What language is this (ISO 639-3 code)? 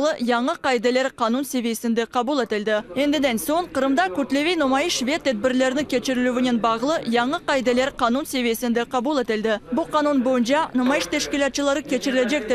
crh